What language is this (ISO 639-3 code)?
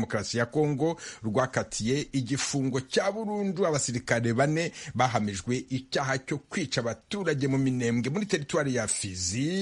kin